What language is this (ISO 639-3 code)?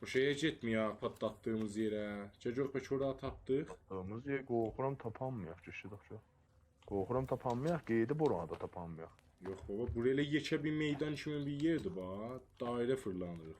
azb